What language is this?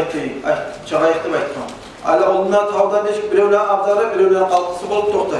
Kumyk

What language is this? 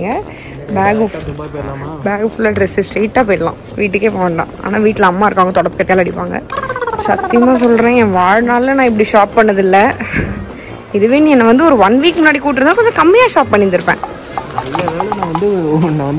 Tamil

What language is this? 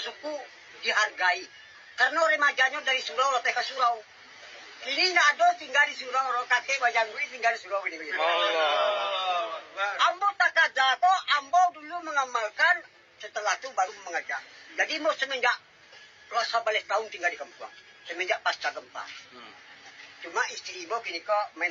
Minangkabau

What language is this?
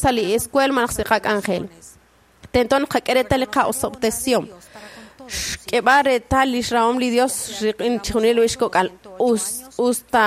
Kekchí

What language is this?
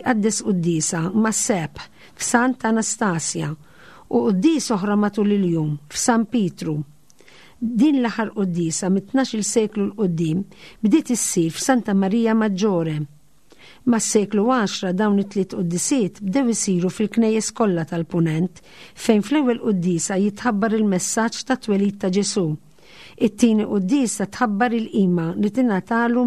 Maltese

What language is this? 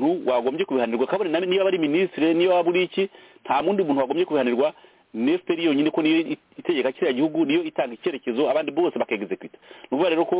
Kinyarwanda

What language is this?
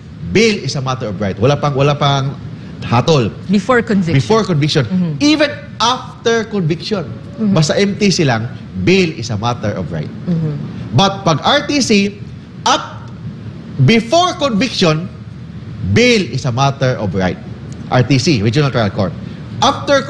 Filipino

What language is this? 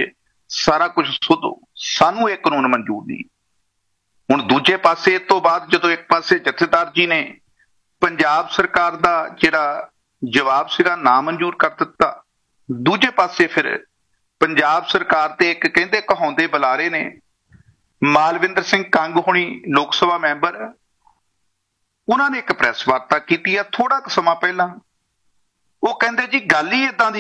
Punjabi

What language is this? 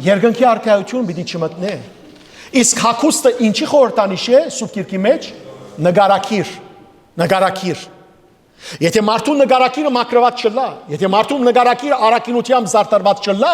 Western Armenian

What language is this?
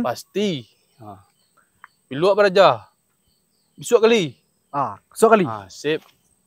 Minangkabau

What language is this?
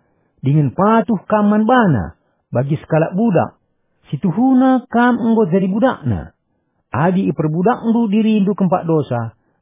Batak Karo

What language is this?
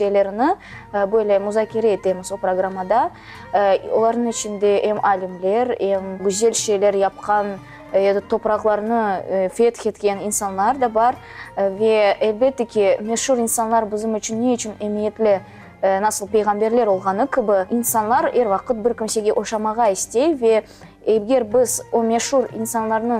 Crimean Tatar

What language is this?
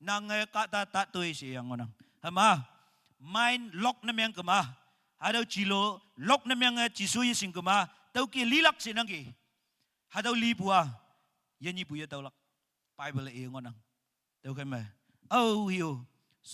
Naga Pidgin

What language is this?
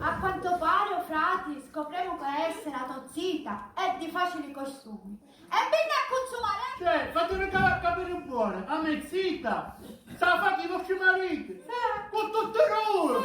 Sicilian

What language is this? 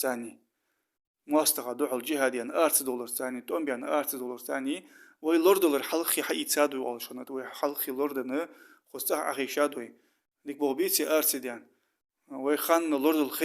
Ingush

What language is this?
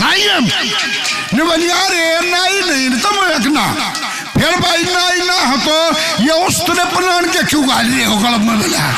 Haryanvi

